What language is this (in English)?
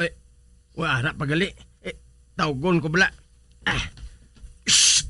Hiligaynon